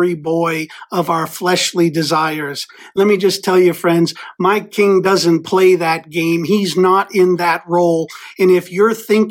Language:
English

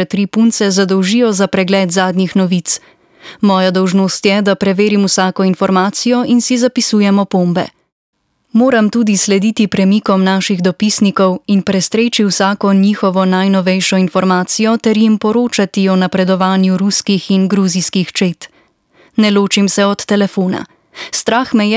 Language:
Slovenian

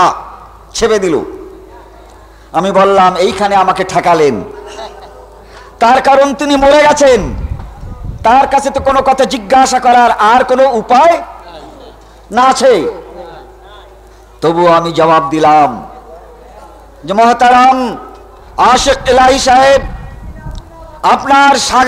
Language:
Bangla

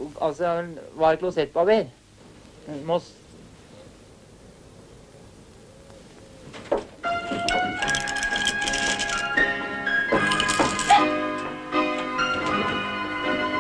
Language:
Norwegian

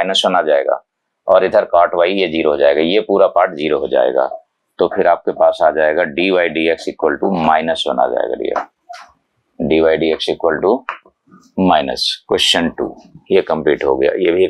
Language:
Hindi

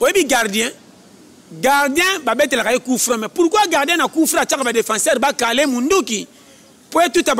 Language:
Lingala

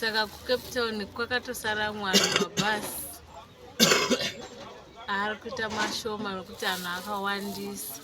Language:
Shona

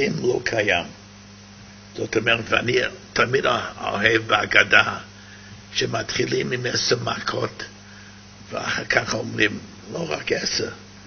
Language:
Hebrew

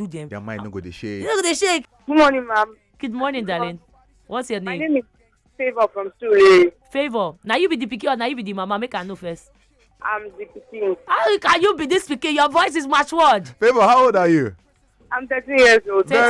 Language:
Nigerian Pidgin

